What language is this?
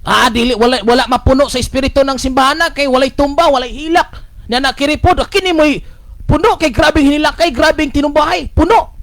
Cebuano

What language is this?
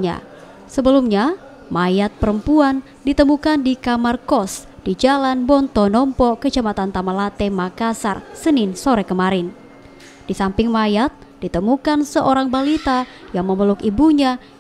Indonesian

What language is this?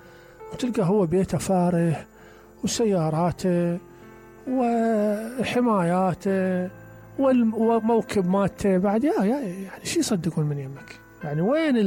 Mesopotamian Arabic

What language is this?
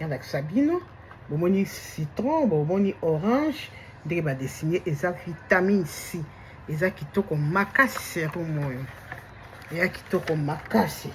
Lingala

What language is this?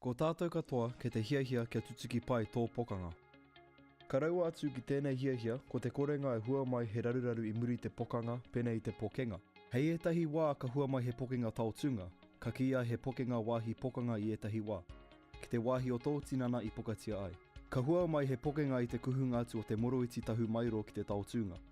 Māori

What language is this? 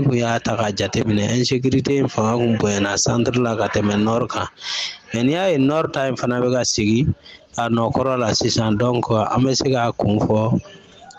Bambara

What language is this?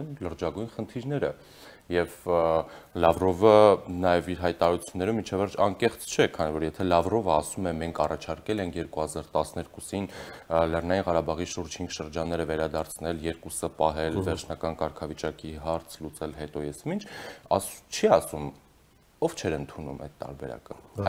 Armenian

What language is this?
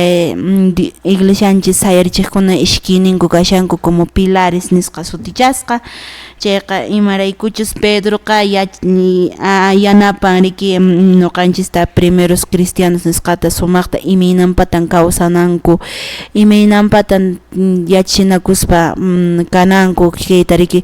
Quechua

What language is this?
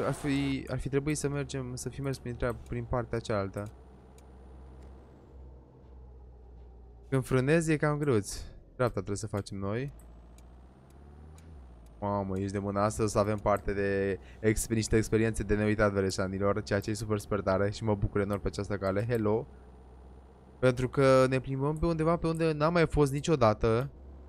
Romanian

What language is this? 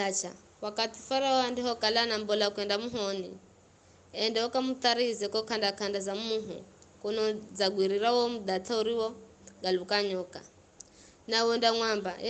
Giryama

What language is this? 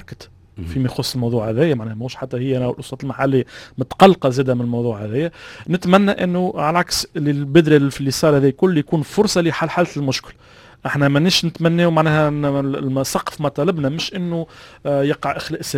Tunisian Arabic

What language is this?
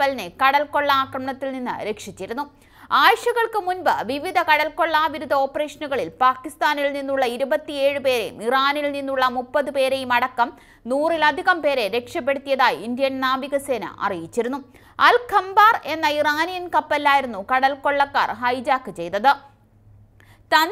Malayalam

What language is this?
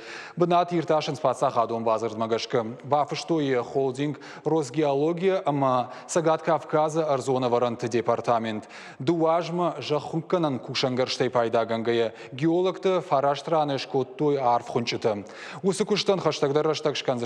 Ossetic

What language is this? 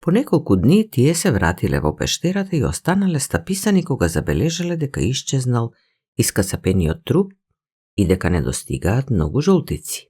Macedonian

